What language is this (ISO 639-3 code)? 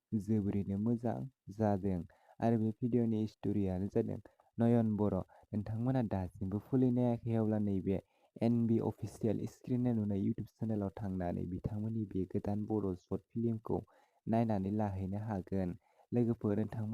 brx